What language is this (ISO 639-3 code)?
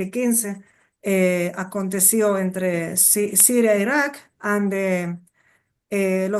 lad